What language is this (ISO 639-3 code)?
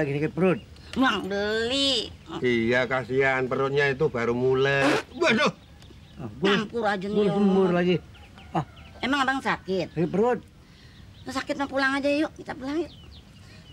bew